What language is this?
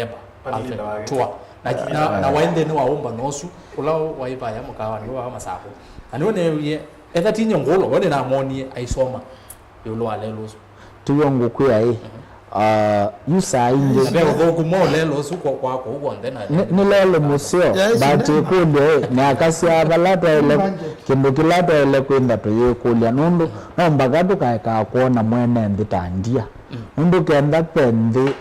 Kamba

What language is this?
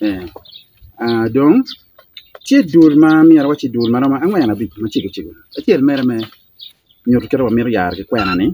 Acoli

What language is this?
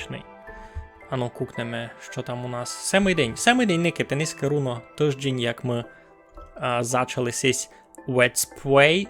Rusyn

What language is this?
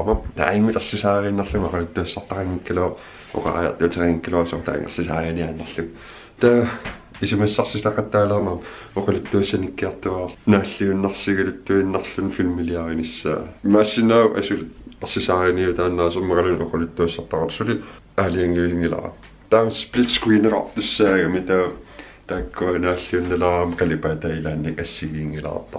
Kalaallisut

